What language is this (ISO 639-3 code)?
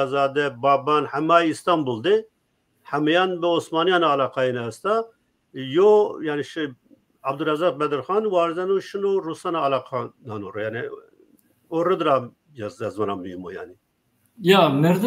zza